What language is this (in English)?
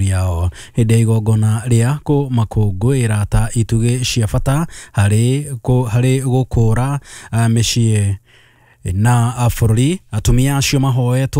Kikuyu